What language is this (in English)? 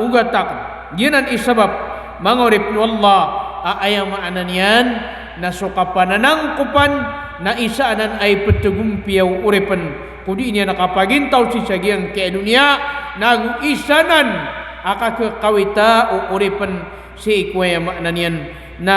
Maranao